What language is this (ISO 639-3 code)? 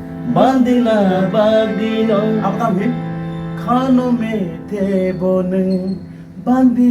trp